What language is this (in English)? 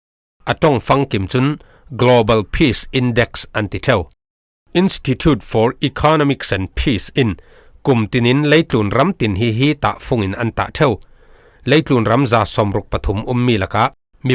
Falam Chin